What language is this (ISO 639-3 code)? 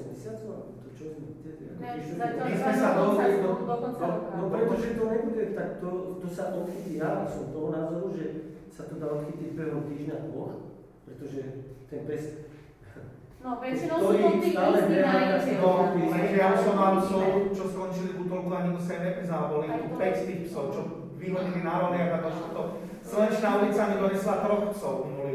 slk